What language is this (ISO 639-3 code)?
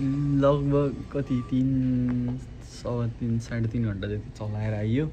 nep